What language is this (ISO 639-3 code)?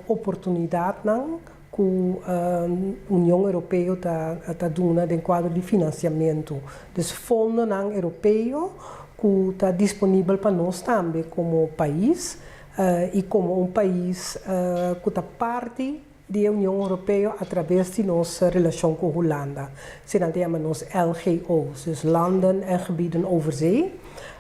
pap